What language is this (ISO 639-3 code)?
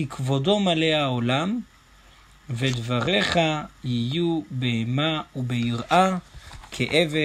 heb